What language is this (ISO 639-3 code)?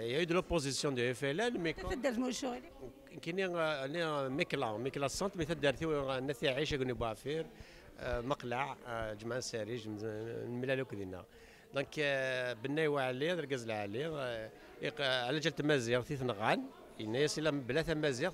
kab